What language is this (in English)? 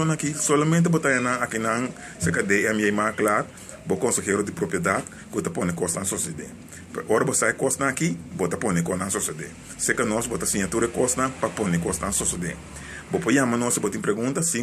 Papiamento